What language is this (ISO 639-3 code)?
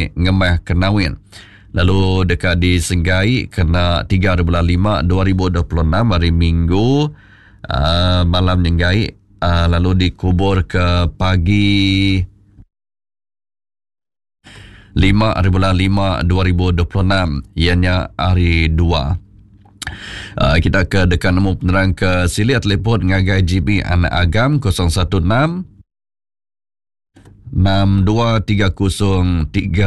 iba